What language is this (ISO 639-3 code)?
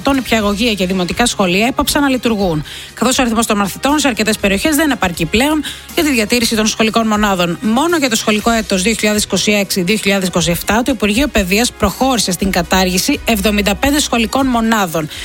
ell